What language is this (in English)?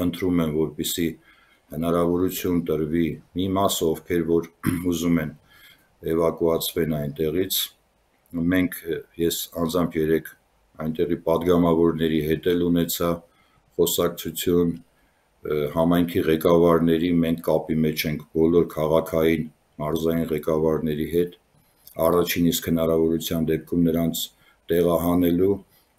Armenian